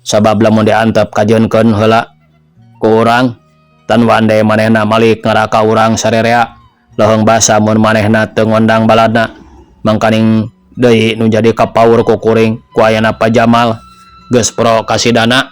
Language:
Sundanese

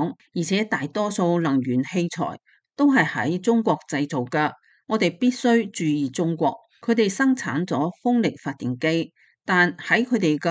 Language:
Cantonese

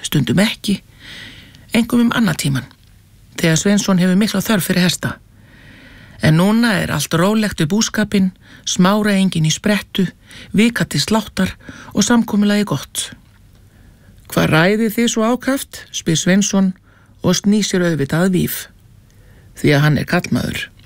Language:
Icelandic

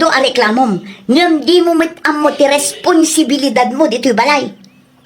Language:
Iloko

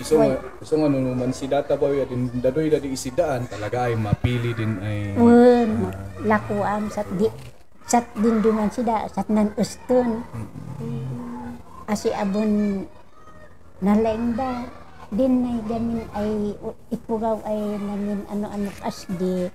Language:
Kankanaey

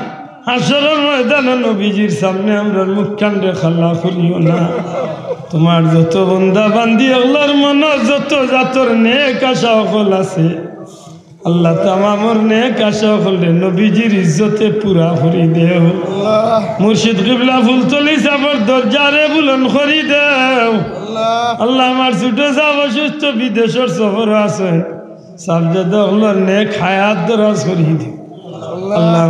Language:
Sylheti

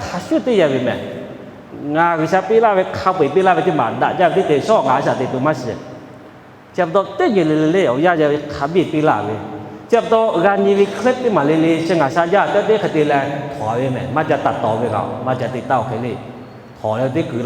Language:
Lahu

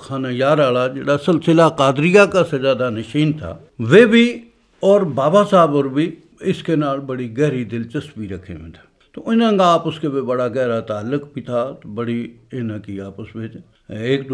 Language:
Gujari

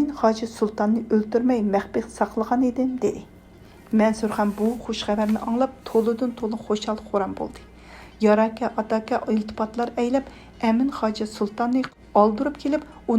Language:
Uyghur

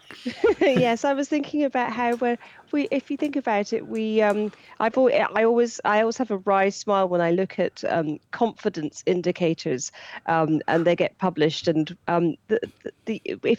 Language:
English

